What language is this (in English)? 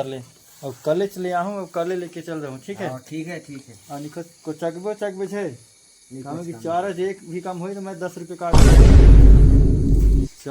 Chhattisgarhi